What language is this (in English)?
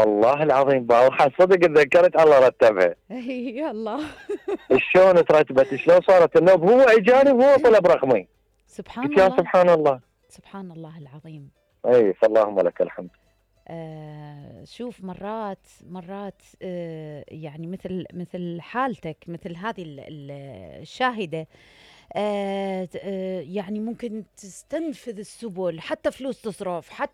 Mesopotamian Arabic